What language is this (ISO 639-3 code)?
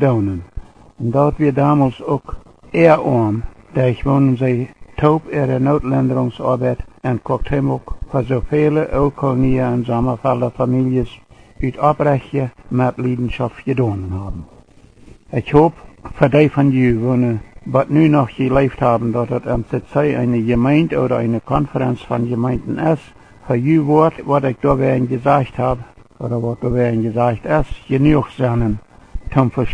pdt